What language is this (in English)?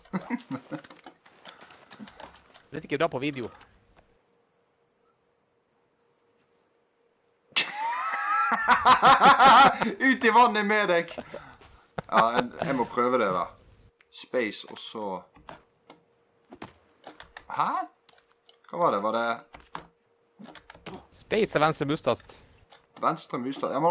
Norwegian